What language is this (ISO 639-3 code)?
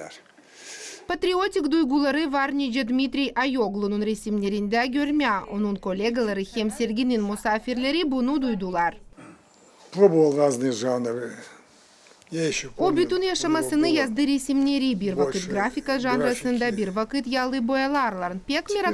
gag